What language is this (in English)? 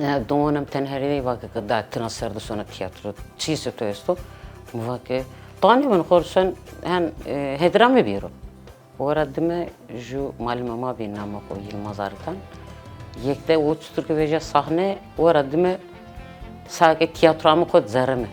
Zaza